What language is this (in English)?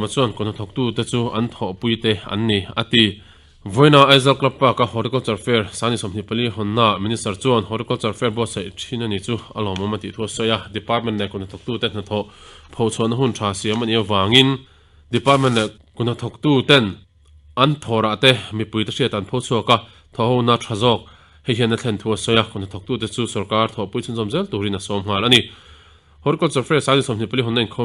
Mizo